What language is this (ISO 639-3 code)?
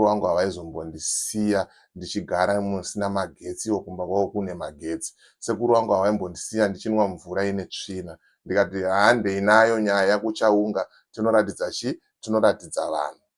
sna